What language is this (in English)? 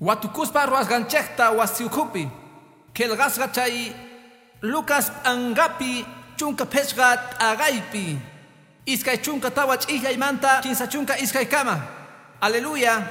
Quechua